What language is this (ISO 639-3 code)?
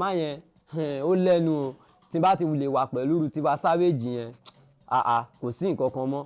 yor